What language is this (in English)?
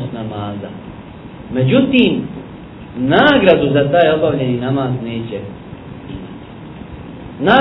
Bosnian